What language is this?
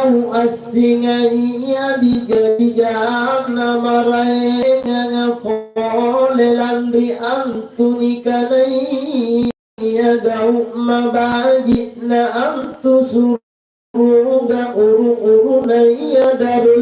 Makasar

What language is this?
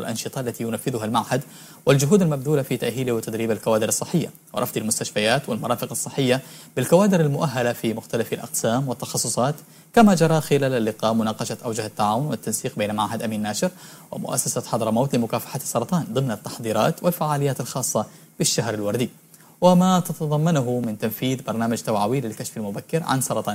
Arabic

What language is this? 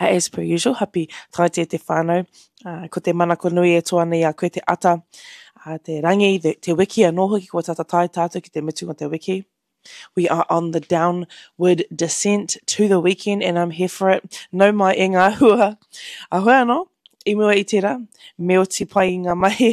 Māori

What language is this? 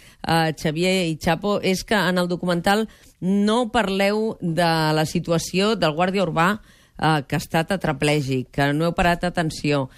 Catalan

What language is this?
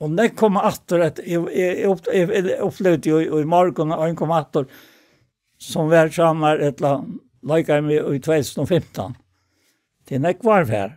Faroese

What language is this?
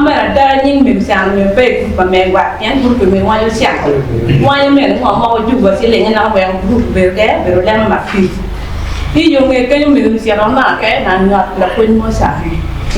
Acoli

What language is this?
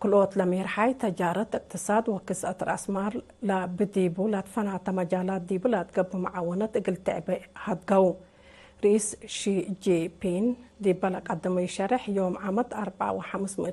Tigre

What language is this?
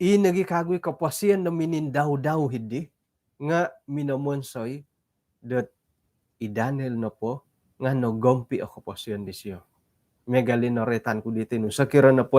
Central Dusun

